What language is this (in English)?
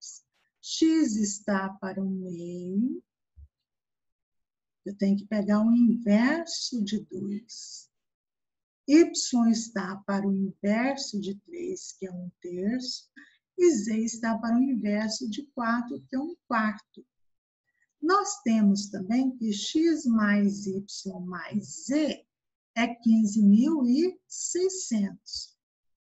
Portuguese